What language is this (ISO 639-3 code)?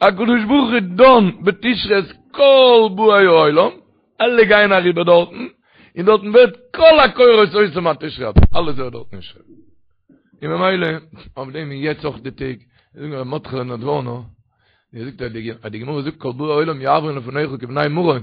yid